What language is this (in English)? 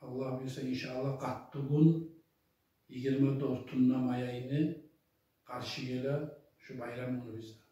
Kumyk